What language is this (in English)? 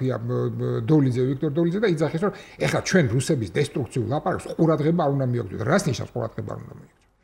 Georgian